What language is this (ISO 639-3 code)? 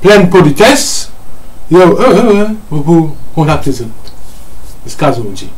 mfe